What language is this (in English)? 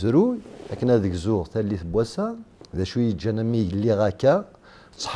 Kabyle